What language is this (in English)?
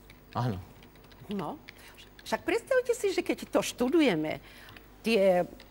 Slovak